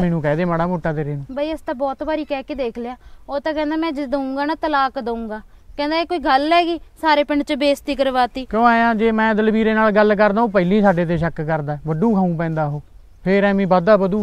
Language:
Punjabi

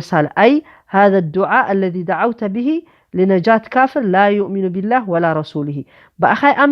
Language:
Tigrinya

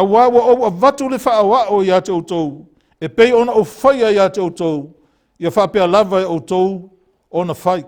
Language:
Samoan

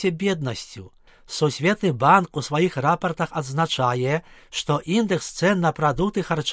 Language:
Belarusian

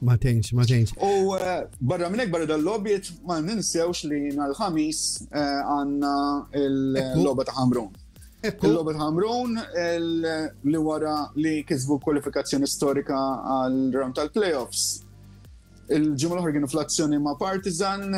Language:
Maltese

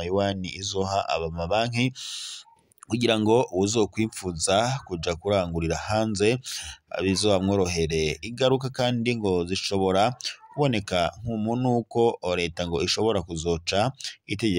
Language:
Rundi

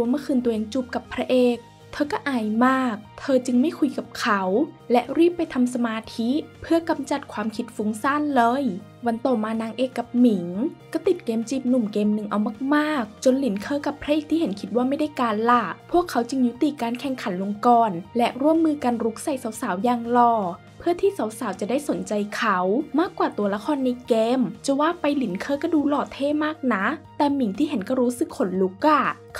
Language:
Thai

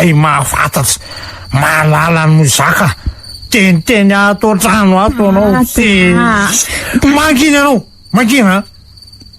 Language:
Malagasy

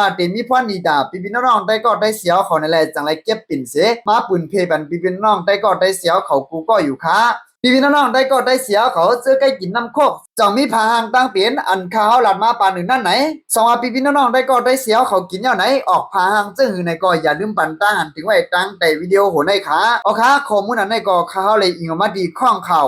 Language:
Shan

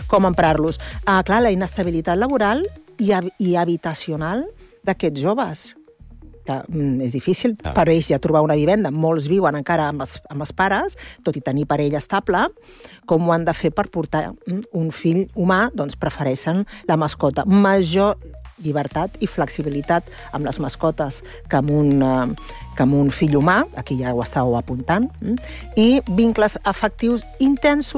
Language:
Catalan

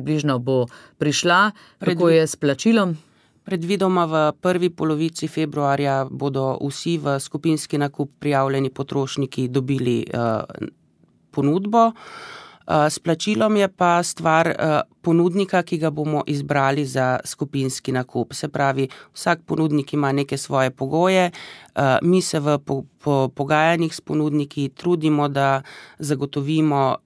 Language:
Slovenian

